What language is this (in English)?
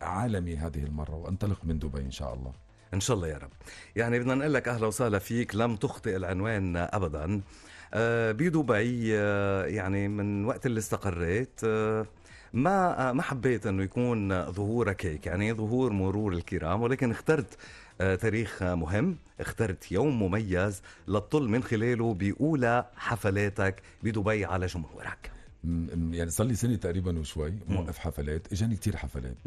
North Levantine Arabic